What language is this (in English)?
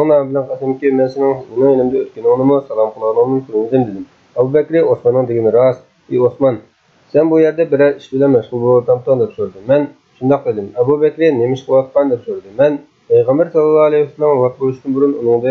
Uyghur